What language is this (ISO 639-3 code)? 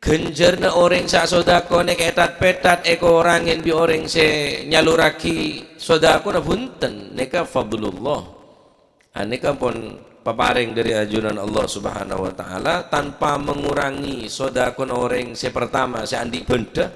mad